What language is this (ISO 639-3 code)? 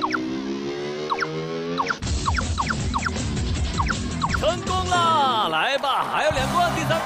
zho